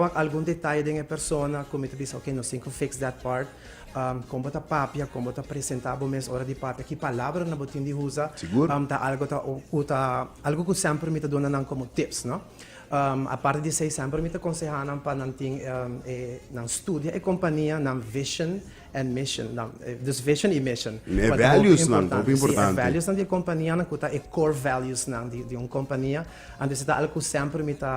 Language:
Papiamento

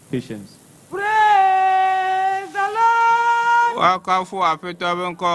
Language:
Ewe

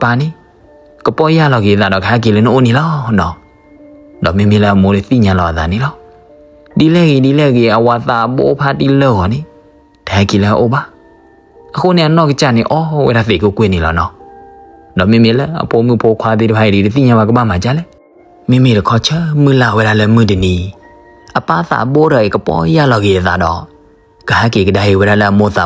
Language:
S'gaw Karen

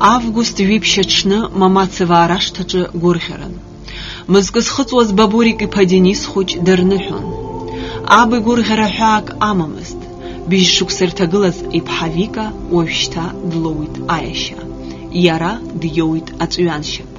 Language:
Abkhazian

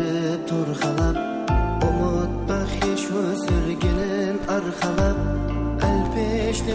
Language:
Kara-Kalpak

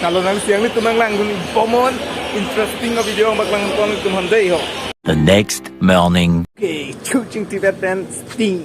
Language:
Karbi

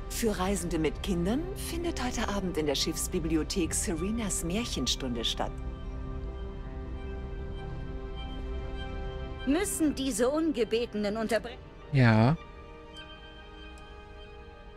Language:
German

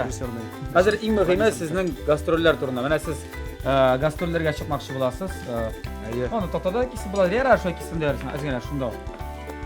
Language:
Tatar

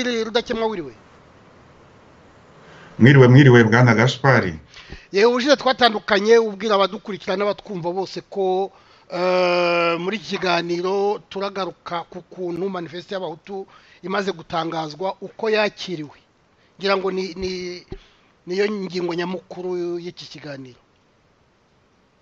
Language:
Kinyarwanda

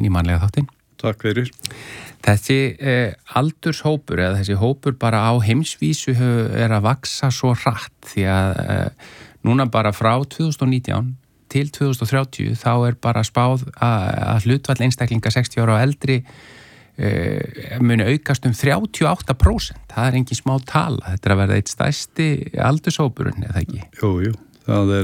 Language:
Icelandic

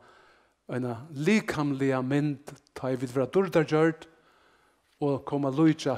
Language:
Faroese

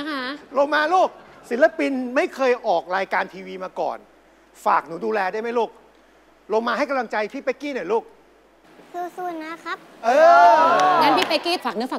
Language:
Thai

